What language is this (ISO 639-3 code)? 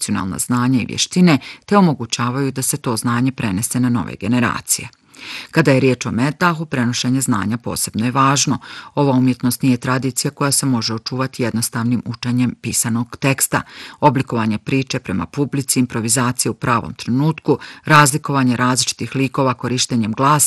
bos